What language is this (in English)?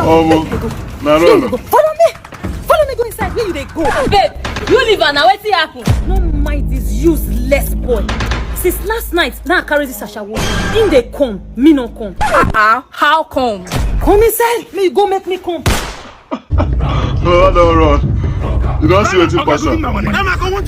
Nigerian Pidgin